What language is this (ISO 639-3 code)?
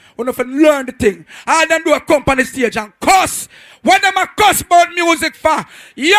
jam